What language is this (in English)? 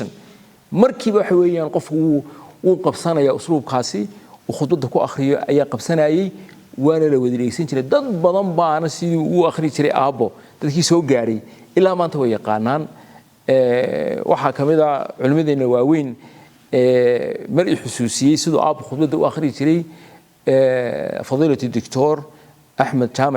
Somali